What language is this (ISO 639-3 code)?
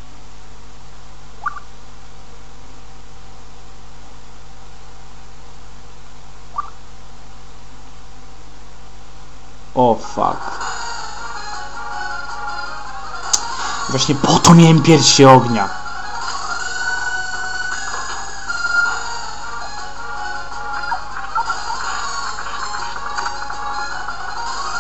pol